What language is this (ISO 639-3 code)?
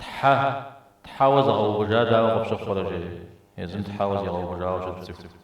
kbd